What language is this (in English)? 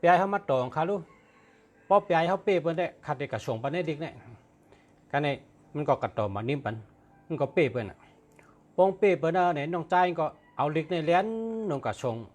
Shan